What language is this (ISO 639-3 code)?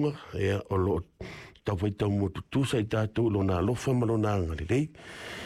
smo